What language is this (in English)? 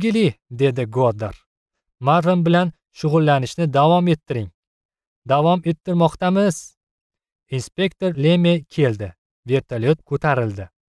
Uzbek